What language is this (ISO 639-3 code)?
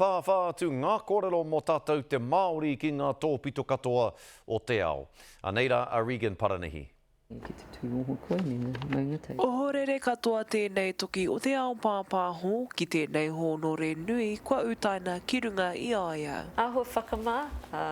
mri